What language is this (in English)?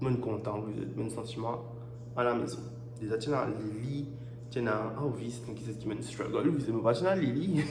Morisyen